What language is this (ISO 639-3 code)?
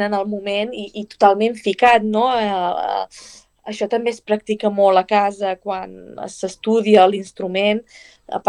cat